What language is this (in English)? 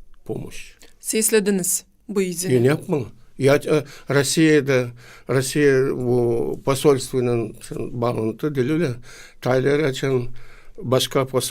Gagauz